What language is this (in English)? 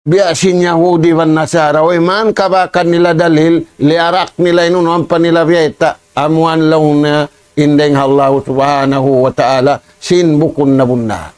Tausug